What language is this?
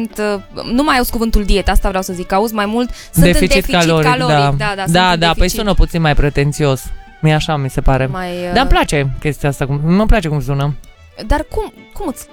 Romanian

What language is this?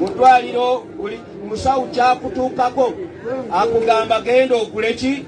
Ganda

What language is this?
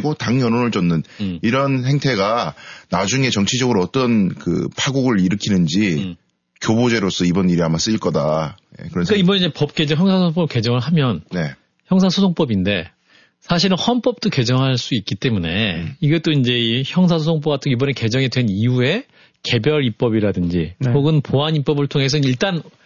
Korean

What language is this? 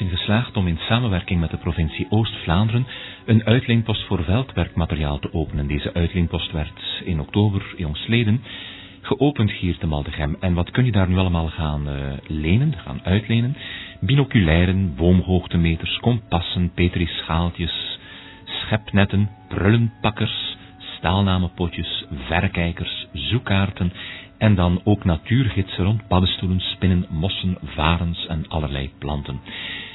Dutch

